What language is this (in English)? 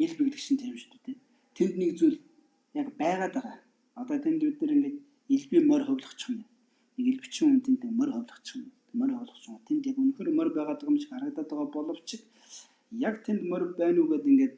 Mongolian